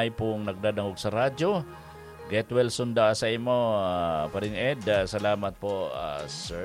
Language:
Bikol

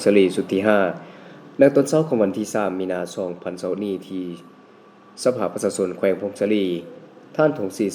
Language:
Lao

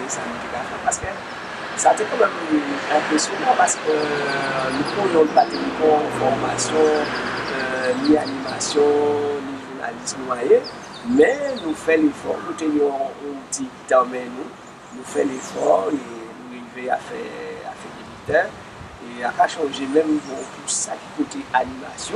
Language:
Guadeloupean Creole French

